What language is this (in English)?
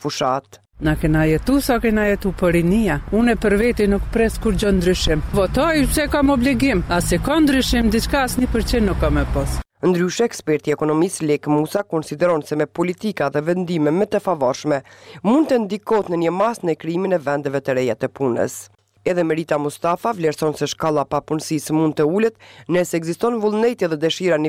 Albanian